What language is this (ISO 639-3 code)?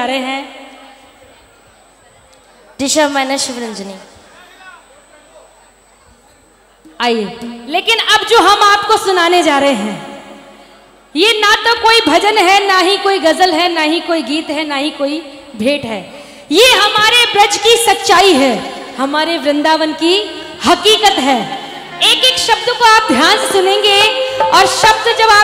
hin